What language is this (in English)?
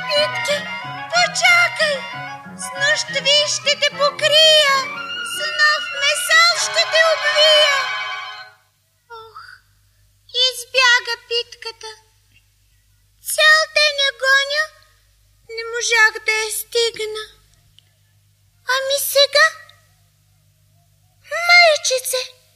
Bulgarian